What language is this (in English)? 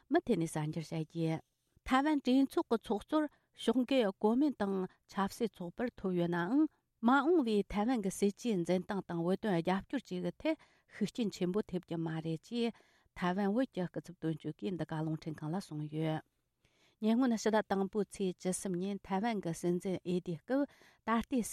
Tibetan